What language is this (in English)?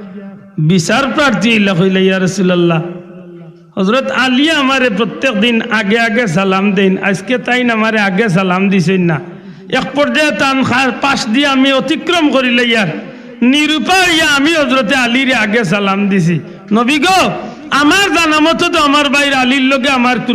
Sylheti